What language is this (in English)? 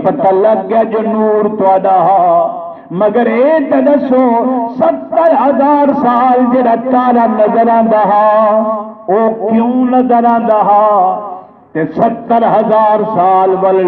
Saraiki